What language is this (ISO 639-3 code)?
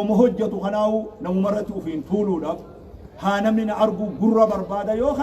orm